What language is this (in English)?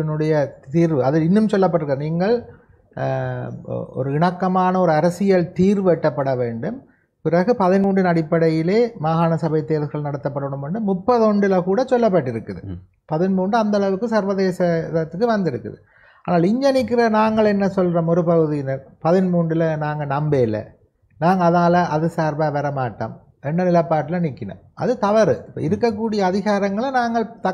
Tamil